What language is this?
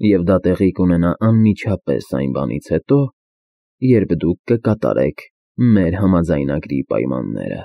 Armenian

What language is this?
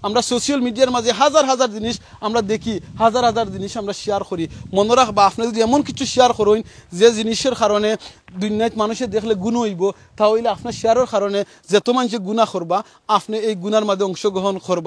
Sylheti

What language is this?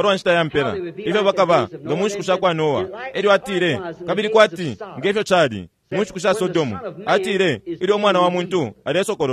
Bemba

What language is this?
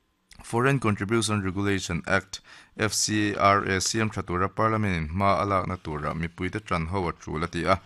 Mizo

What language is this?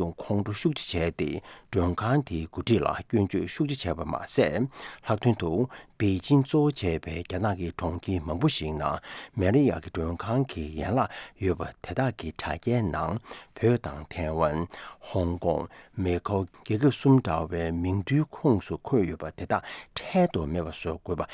Tibetan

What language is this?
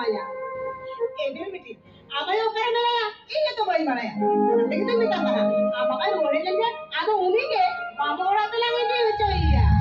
Santali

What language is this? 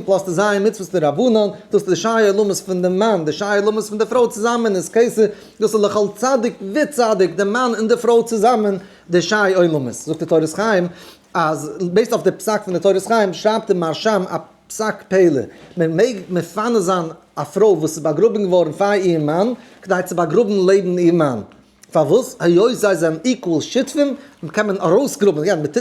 Yiddish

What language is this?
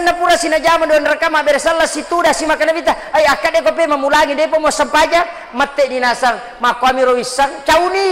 Buginese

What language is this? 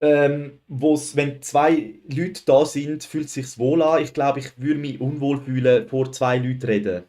Swiss German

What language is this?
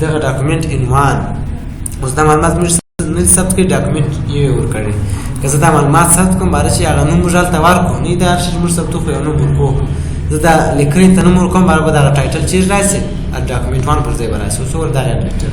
Pashto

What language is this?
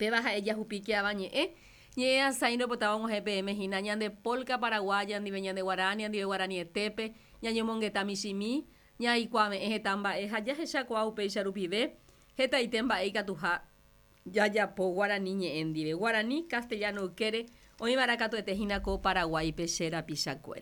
Guarani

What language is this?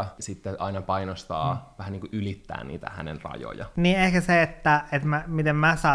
Finnish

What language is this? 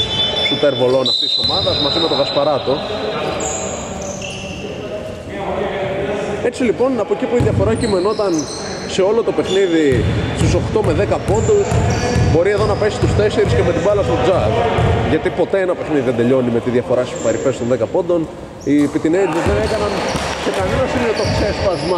Greek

